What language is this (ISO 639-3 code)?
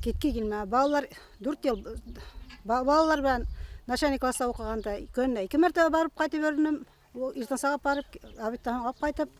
bak